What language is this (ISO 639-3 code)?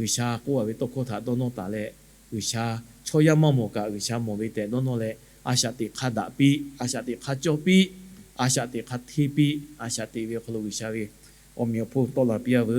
lhu